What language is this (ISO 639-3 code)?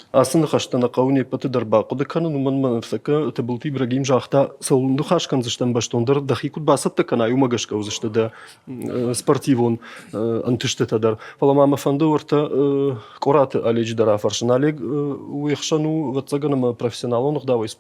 oss